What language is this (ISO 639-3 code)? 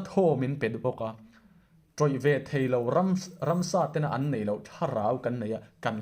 lus